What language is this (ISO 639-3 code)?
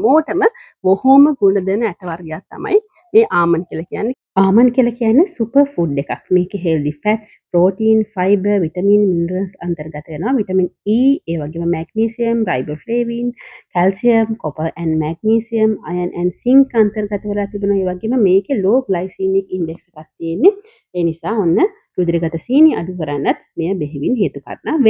sin